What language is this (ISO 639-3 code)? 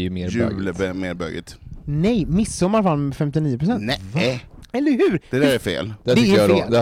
swe